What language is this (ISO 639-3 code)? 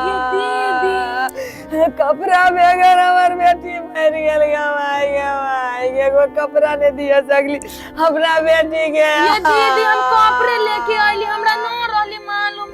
mai